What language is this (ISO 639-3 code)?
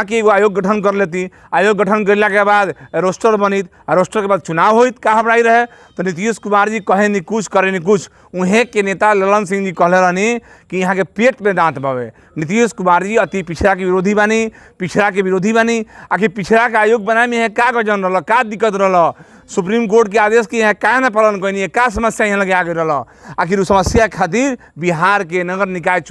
bho